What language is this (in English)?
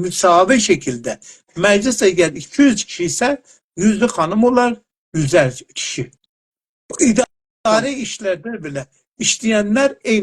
South Azerbaijani